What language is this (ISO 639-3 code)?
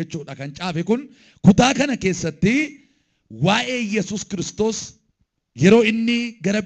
orm